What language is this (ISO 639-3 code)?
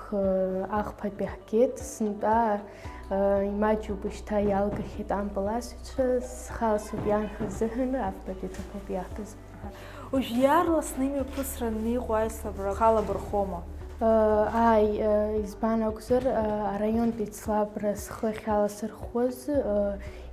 abk